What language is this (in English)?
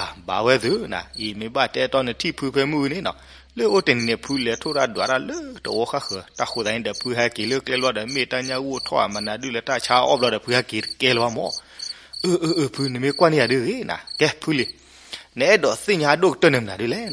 S'gaw Karen